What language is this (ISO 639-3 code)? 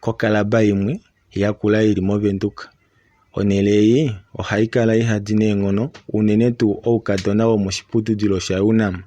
kua